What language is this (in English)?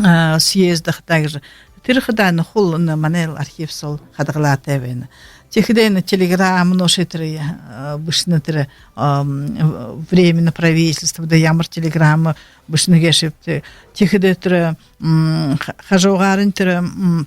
Buriat